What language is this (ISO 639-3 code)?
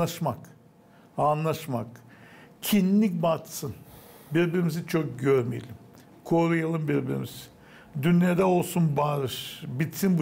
gag